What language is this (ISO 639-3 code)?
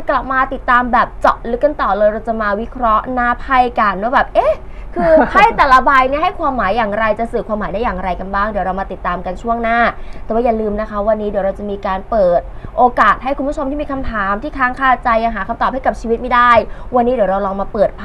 tha